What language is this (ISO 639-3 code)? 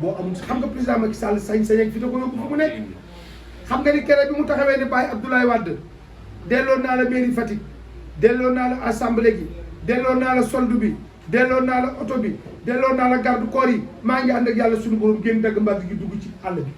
wol